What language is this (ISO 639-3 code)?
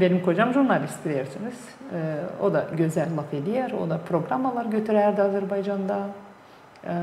gag